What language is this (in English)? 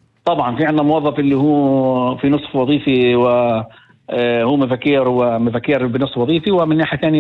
North Levantine Arabic